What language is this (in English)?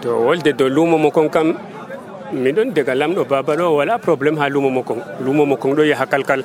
Nigerian Fulfulde